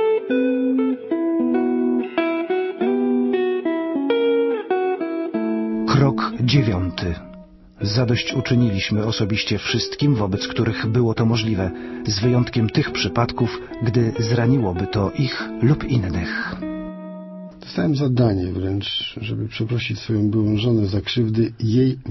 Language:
Polish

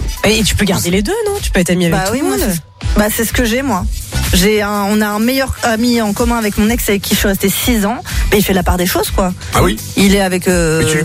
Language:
French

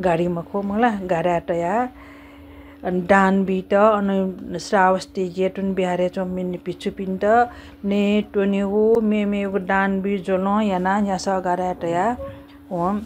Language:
Newari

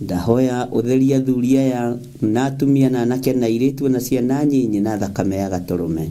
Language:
Kikuyu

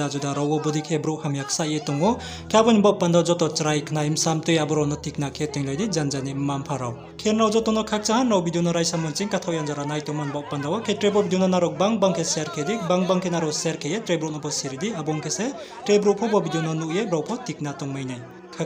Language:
Riang (India)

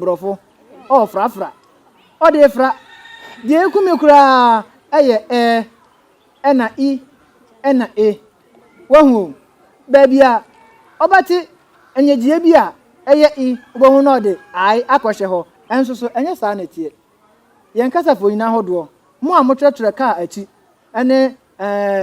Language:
Akan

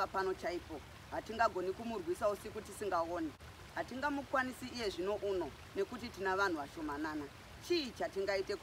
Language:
Shona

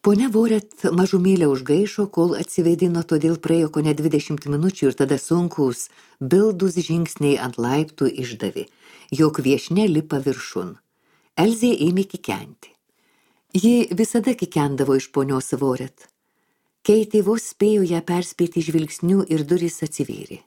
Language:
Lithuanian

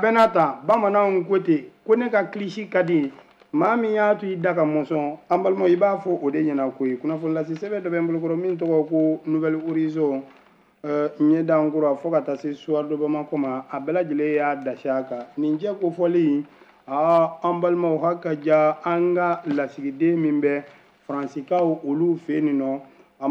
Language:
Bambara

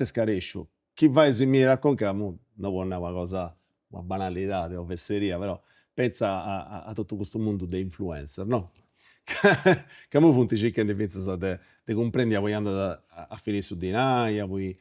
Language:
Sardinian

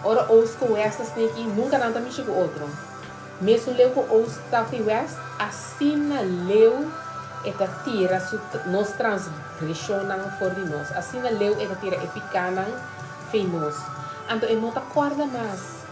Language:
Papiamento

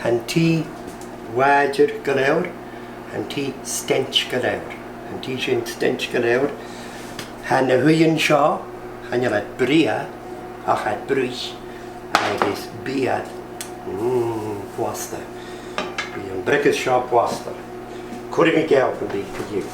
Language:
Scottish Gaelic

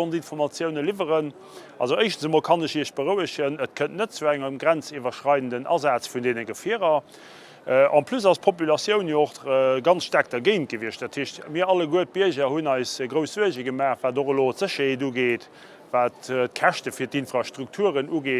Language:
Luxembourgish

